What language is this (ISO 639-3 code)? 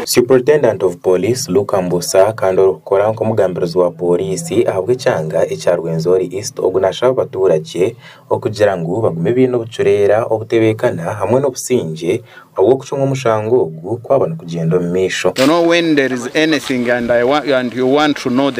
nyn